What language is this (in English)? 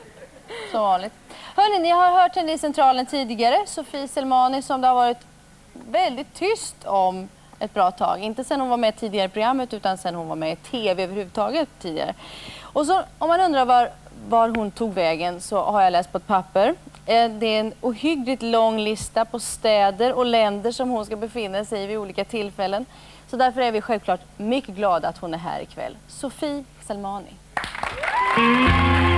Swedish